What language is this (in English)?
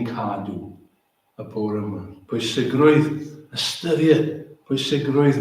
Welsh